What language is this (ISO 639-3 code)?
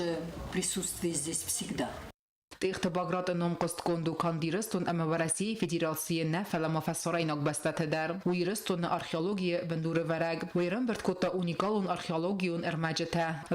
oss